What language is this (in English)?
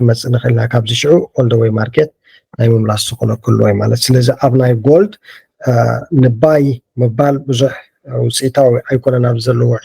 Tigrinya